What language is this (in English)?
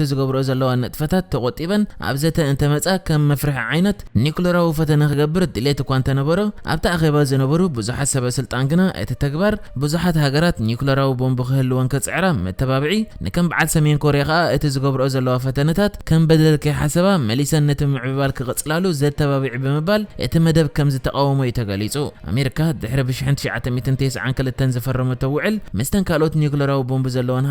Tigrinya